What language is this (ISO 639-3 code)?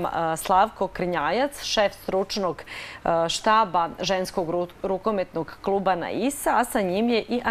srp